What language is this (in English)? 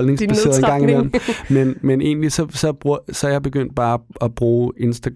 Danish